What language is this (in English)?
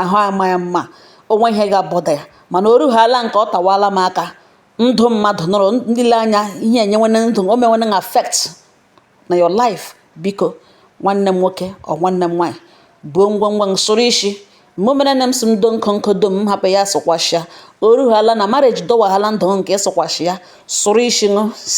Igbo